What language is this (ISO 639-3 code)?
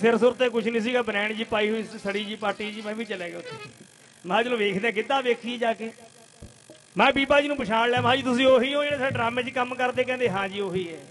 pan